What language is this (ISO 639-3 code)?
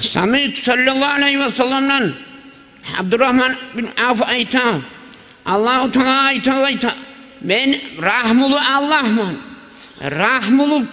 kum